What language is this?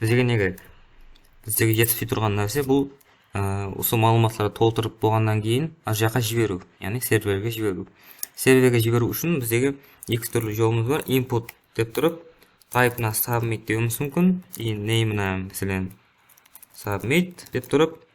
Kara-Kalpak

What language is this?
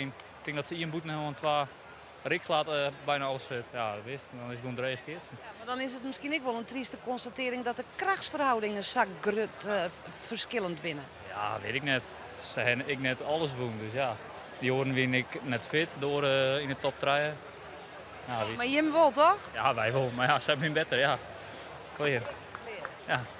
Western Frisian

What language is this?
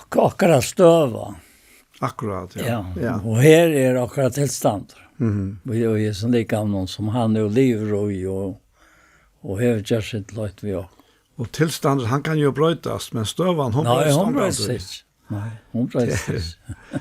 Faroese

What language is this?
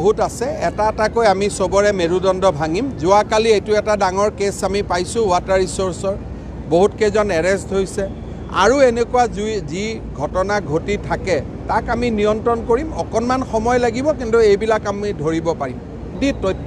Assamese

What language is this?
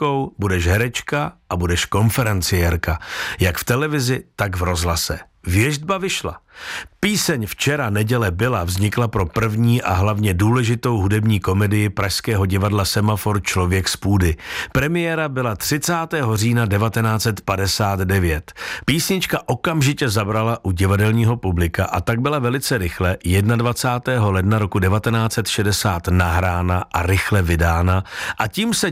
Czech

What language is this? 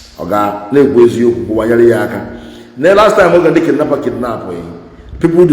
Igbo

